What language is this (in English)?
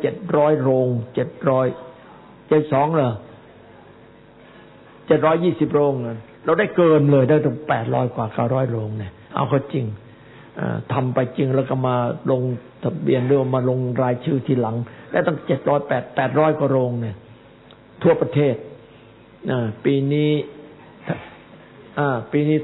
Thai